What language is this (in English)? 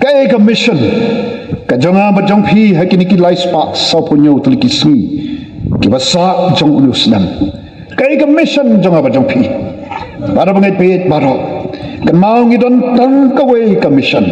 Khasi